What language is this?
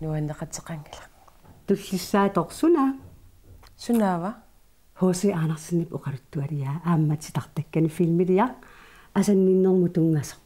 Kalaallisut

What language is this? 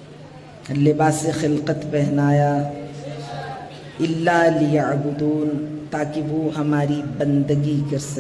Urdu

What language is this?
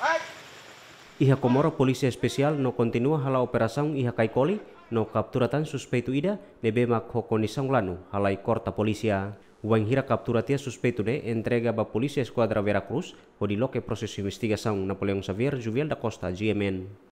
Tetum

